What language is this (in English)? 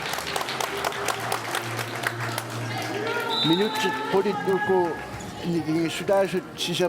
Kalaallisut